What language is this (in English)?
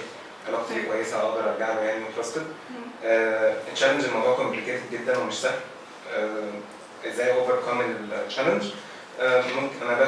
Egyptian Arabic